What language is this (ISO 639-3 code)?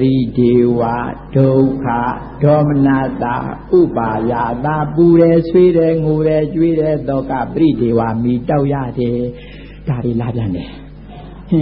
mya